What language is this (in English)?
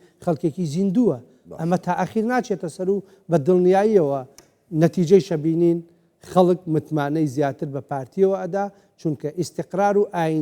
Central Kurdish